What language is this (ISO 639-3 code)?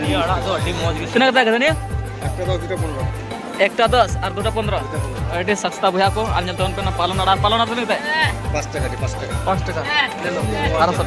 sat